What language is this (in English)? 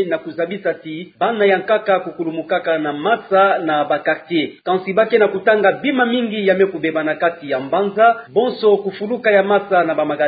Kituba (Democratic Republic of Congo)